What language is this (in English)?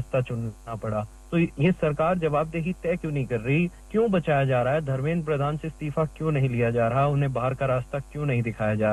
Hindi